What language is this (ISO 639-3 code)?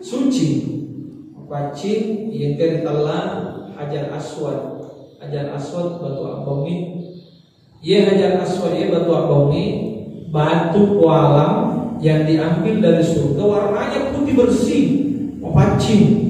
bug